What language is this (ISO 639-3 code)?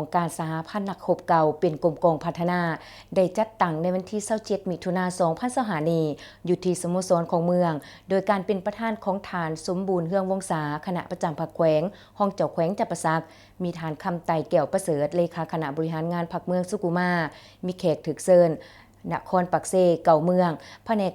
lao